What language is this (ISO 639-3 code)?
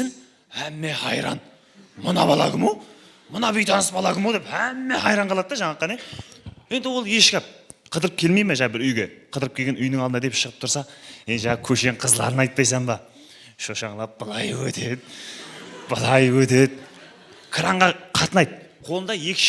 kaa